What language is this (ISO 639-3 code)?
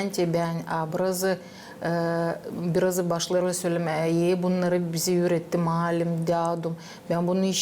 gag